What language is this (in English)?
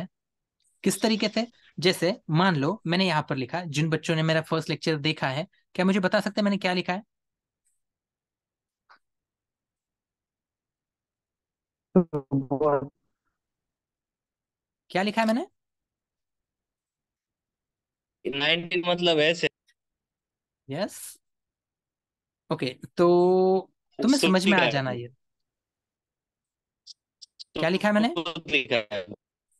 Hindi